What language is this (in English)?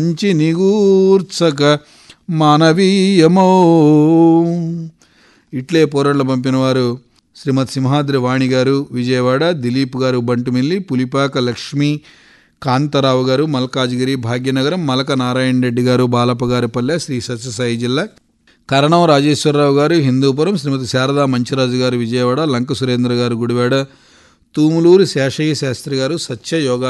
Telugu